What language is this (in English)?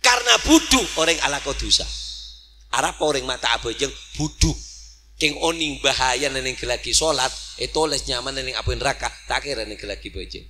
Madurese